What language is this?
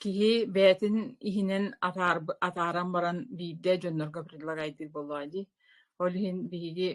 Yakut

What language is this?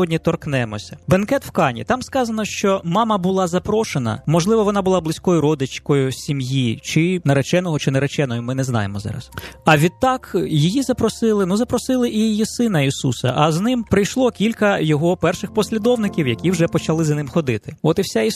Ukrainian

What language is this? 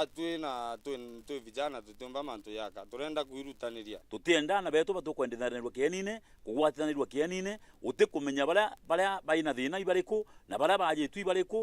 Meru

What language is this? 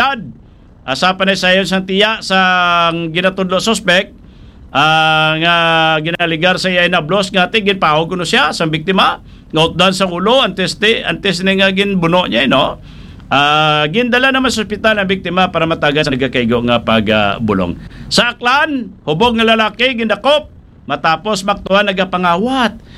Hiligaynon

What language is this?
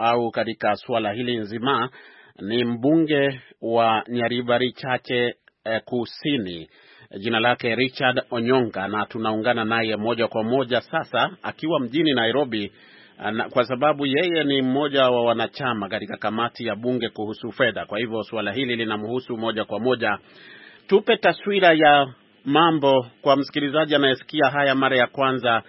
Swahili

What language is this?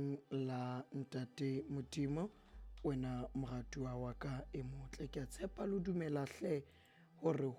Southern Sotho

